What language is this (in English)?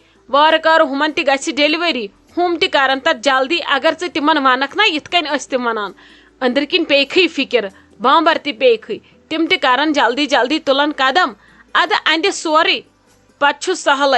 Kashmiri